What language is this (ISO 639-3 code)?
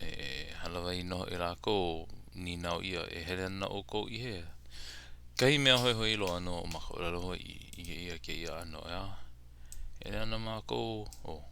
haw